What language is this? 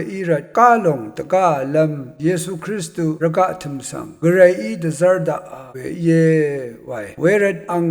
Rawang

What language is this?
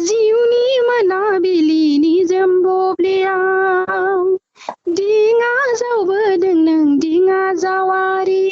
Bodo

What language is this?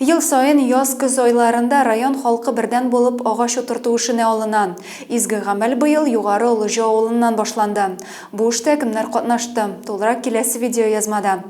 Tatar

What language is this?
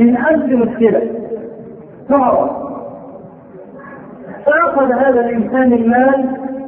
Arabic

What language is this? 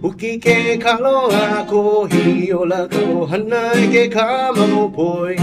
Hawaiian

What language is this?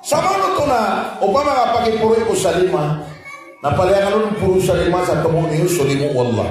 Maranao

